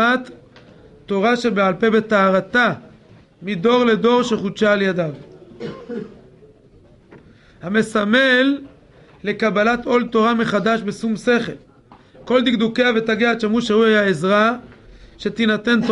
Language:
Hebrew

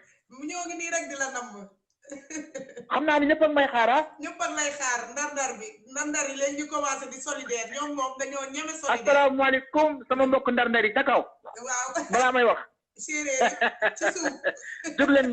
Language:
Wolof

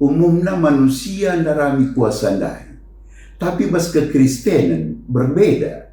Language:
Batak Karo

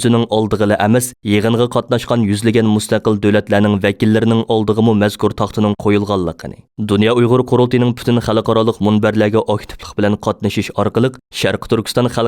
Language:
Uyghur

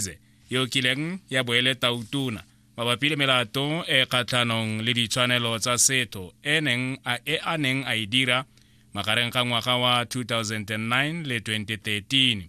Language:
Tswana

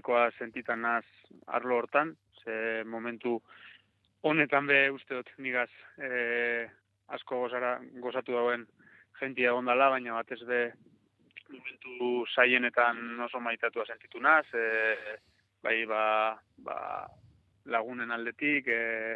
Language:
Basque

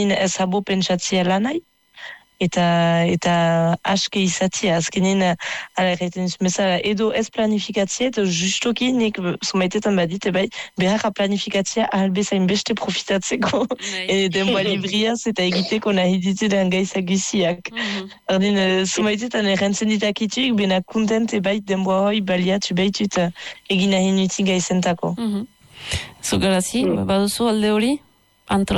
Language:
Basque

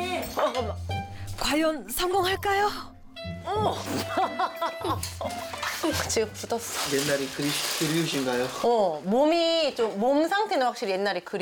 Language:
Korean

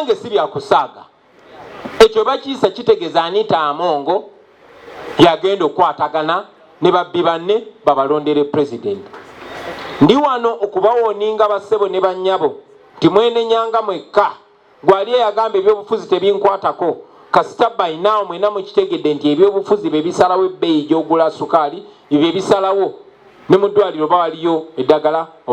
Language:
Ganda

